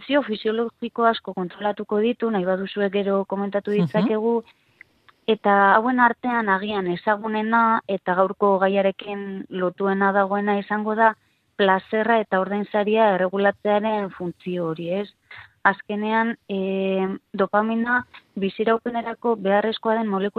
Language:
Basque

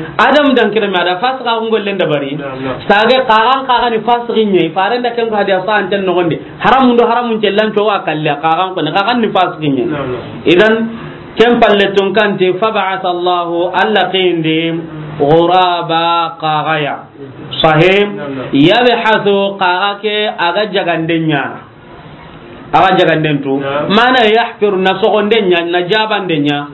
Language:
Soninke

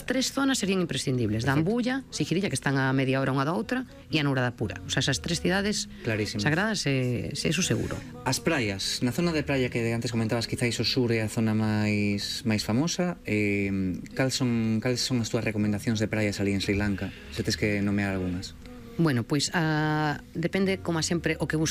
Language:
Galician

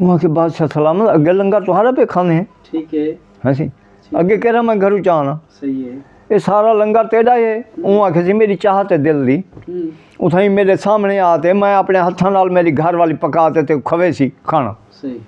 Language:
Saraiki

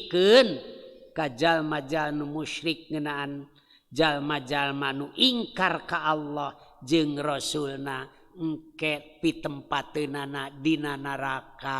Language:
Sundanese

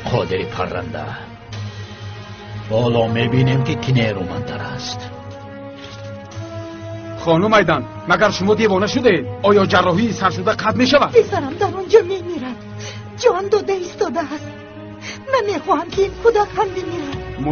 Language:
Tajik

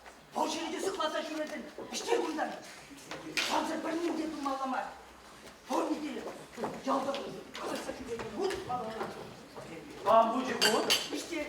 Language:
Chuvash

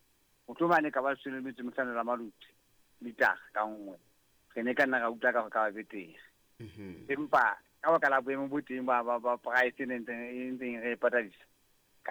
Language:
Southern Sotho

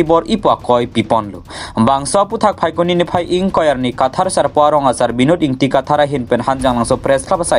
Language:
Karbi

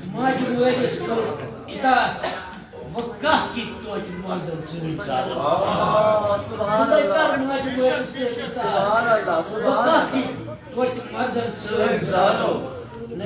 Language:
Kashmiri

